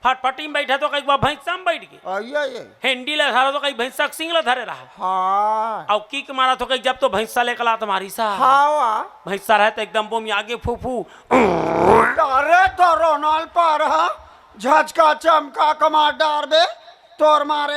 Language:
Chhattisgarhi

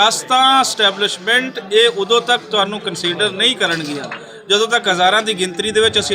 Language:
Western Panjabi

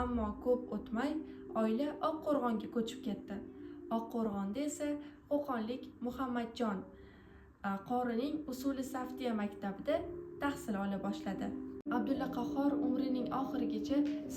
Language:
Uzbek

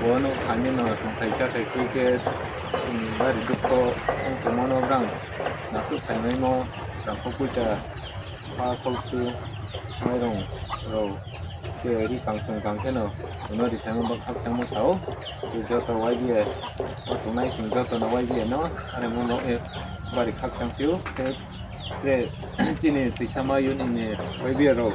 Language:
Riang (India)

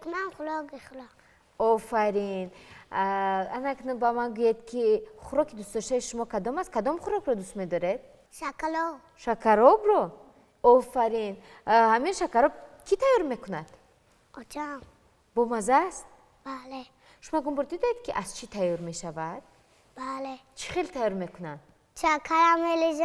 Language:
Tajik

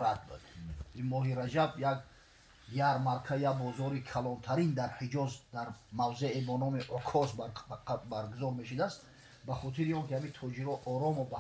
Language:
Tajik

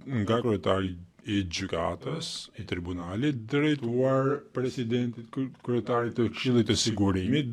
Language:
Albanian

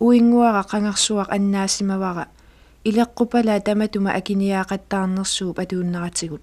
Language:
Kalaallisut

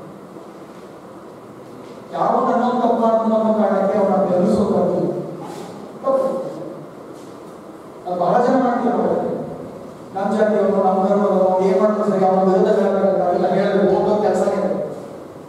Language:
Kannada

